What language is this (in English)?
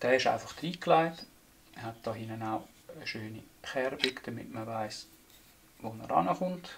Swiss German